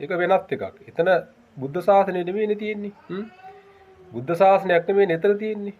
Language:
Sinhala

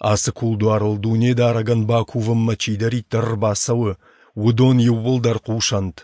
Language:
Ossetic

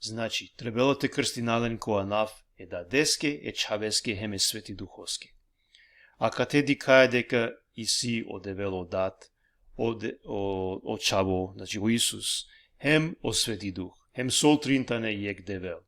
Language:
Balkan Romani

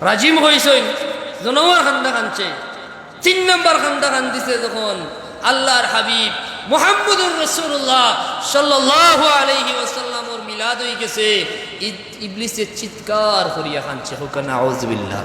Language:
Sylheti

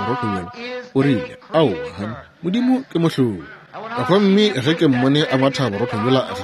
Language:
Northern Sotho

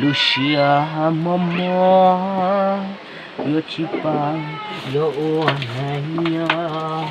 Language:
Hmong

